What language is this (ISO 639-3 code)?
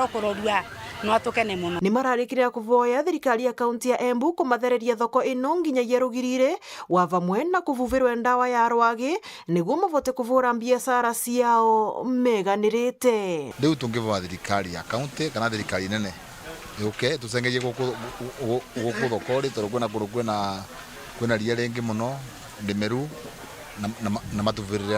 mer